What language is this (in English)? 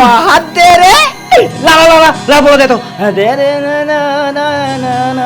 Chhattisgarhi